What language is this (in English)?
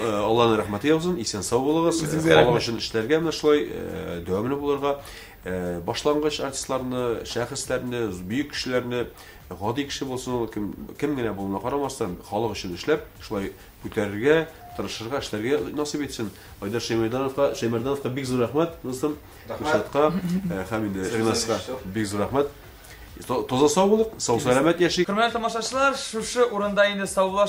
Tatar